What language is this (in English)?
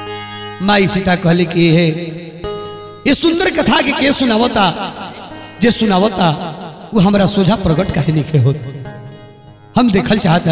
Bhojpuri